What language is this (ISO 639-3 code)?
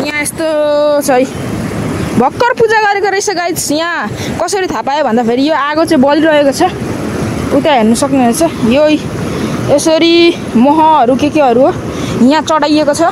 nep